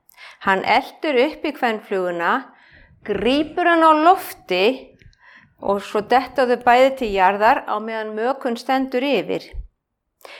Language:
Icelandic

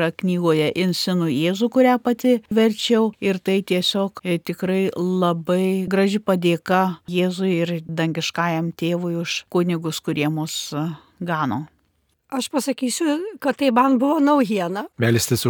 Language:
Lithuanian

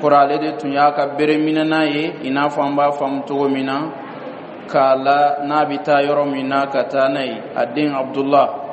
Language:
Bambara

